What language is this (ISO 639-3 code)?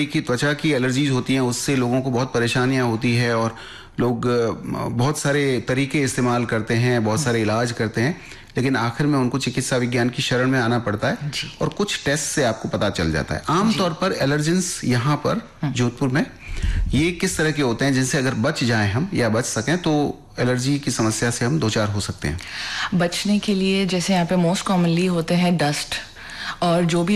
hin